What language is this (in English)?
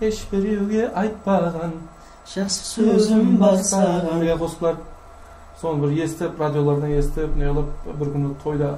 Kara-Kalpak